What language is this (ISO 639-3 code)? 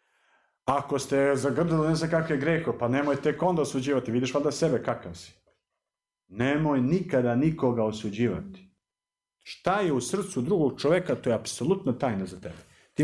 srp